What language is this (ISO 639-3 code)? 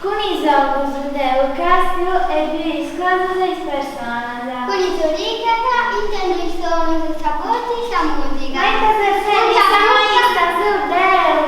srd